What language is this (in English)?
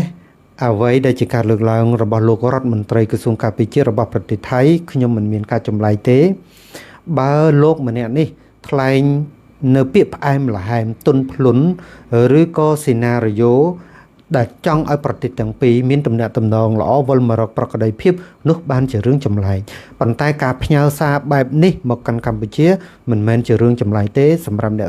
Khmer